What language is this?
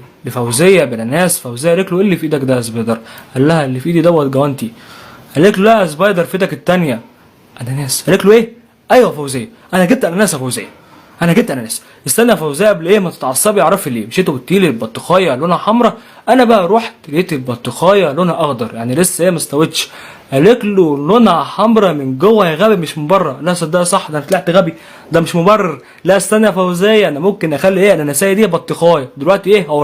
Egyptian Arabic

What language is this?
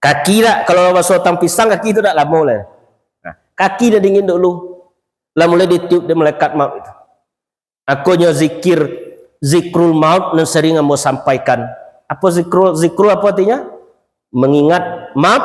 Minangkabau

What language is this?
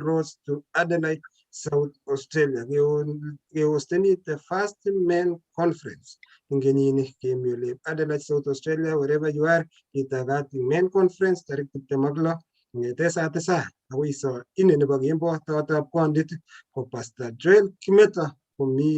Kalenjin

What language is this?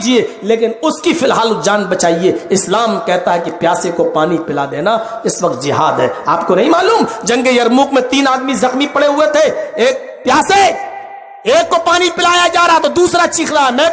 Urdu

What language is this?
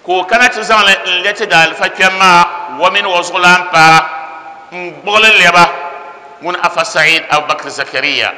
Dagbani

